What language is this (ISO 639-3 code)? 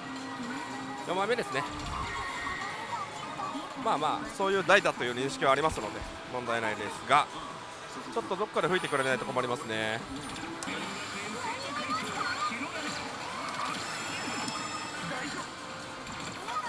jpn